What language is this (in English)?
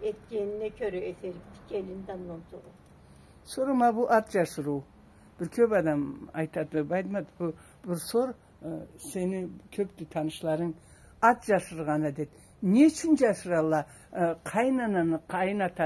Karachay-Balkar